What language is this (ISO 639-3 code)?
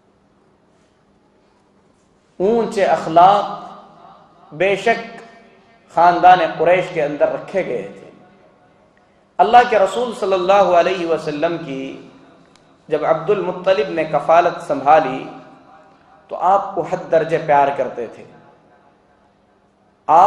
urd